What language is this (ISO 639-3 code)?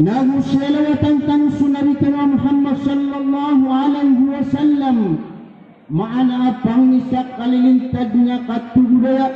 mrw